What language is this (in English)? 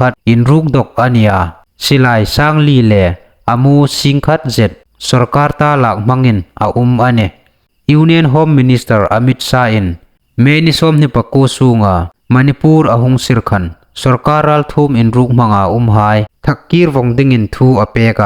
Hmar